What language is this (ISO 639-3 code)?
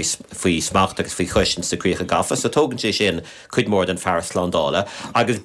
gle